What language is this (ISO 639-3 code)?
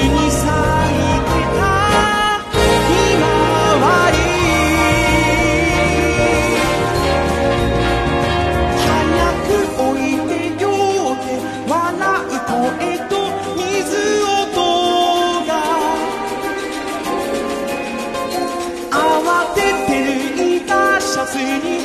jpn